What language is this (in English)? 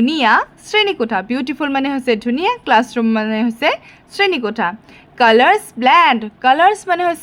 Assamese